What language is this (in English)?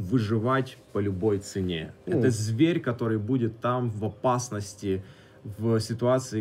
Russian